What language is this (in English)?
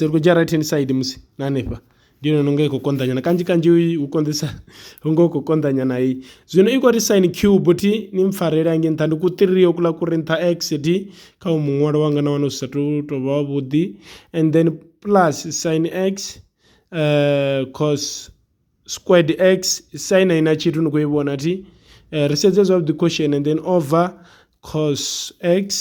Venda